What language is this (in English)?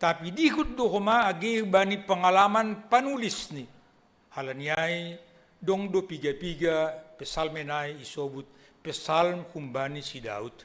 Batak Simalungun